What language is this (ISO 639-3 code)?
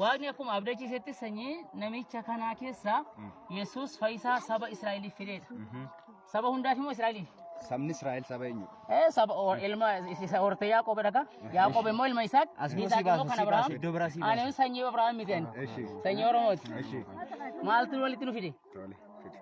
orm